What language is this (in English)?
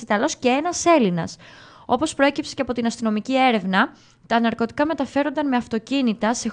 Greek